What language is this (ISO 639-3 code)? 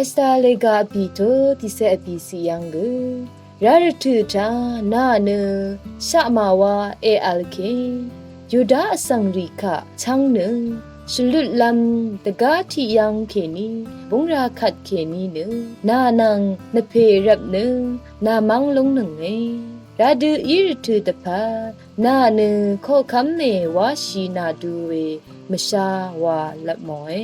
raw